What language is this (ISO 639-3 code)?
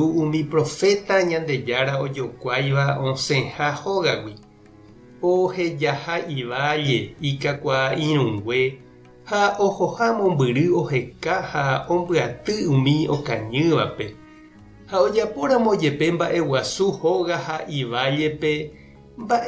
grn